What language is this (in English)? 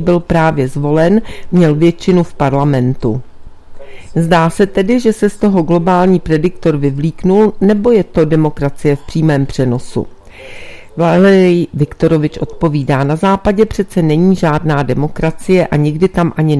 Czech